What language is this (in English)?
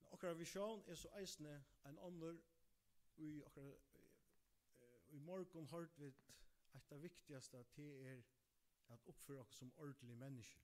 Faroese